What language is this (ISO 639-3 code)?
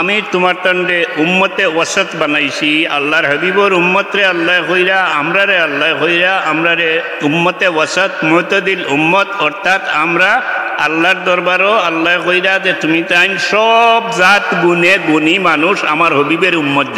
syl